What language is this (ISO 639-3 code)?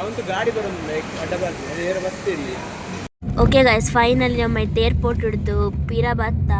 tcy